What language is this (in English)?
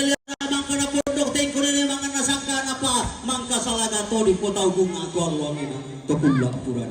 Toraja-Sa'dan